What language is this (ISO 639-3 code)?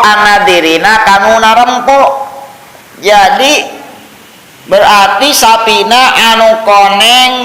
sun